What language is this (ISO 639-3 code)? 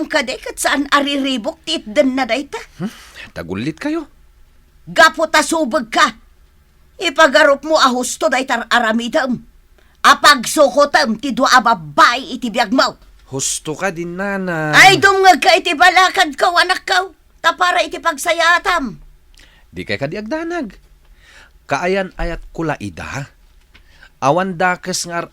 ilo